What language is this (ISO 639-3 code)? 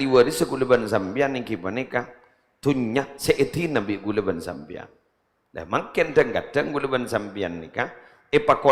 mad